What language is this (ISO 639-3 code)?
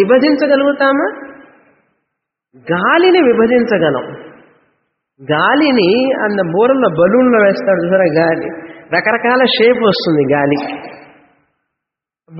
tel